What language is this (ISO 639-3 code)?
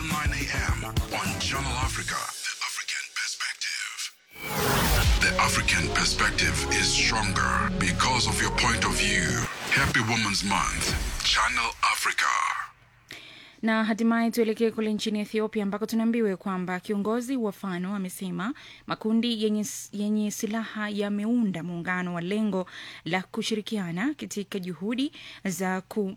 swa